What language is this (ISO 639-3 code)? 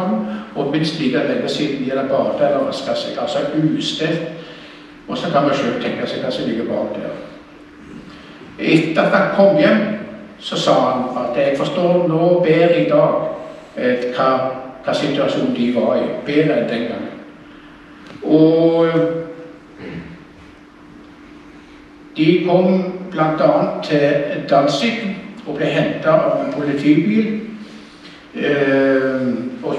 nor